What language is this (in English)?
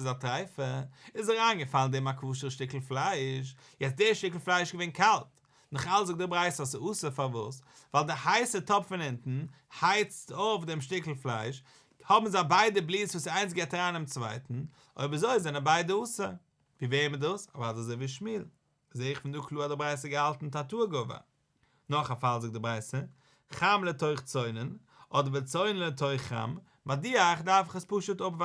Yiddish